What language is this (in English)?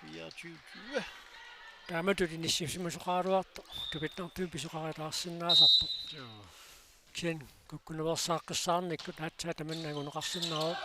Kalaallisut